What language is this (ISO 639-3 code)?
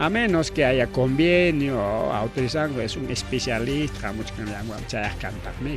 quy